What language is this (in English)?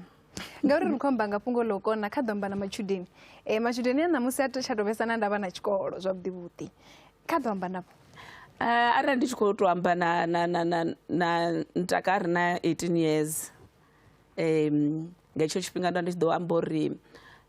Venda